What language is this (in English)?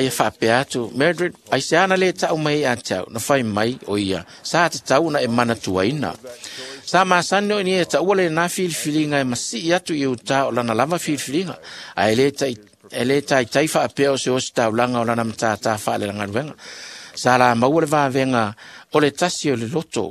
Samoan